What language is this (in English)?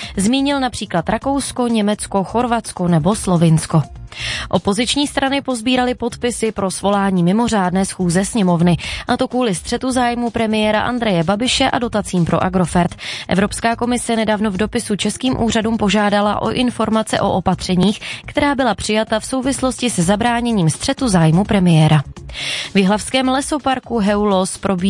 Czech